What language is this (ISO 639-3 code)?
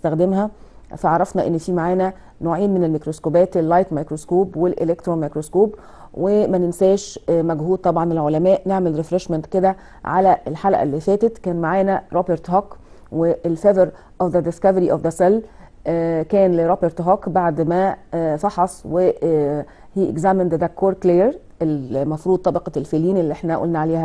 arz